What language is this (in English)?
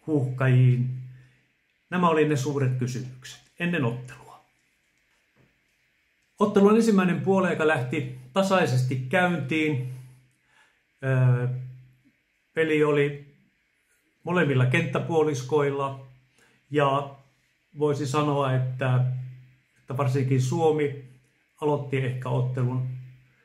Finnish